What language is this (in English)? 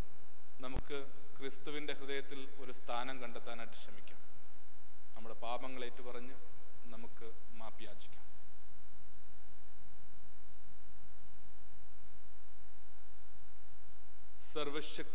Malayalam